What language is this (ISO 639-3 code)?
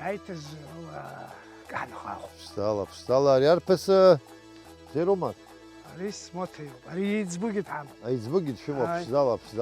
abk